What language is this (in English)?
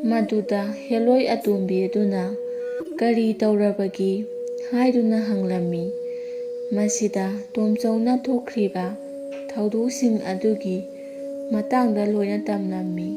Manipuri